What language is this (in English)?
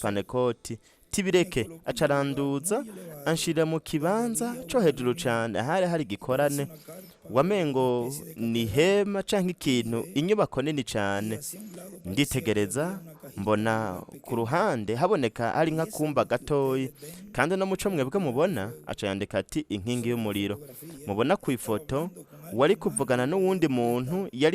Rundi